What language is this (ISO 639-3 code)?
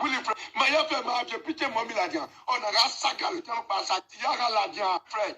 pcm